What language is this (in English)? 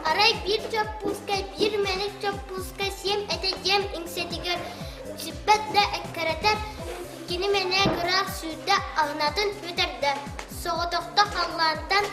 Yakut